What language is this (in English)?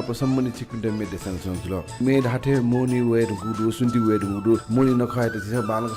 Newari